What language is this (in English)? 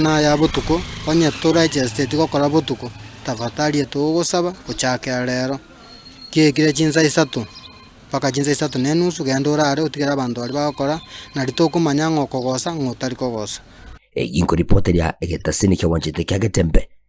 Gusii